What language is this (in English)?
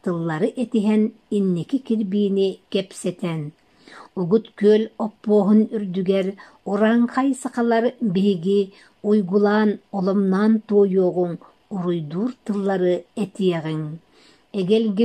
Yakut